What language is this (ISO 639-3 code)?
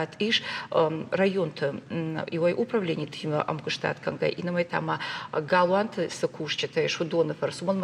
oss